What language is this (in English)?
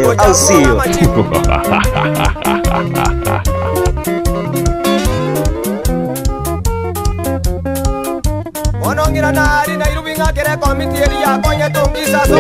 Gusii